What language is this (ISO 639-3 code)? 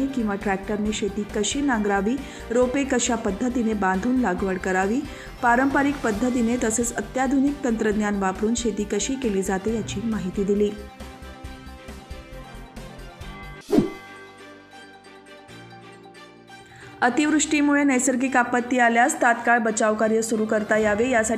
mar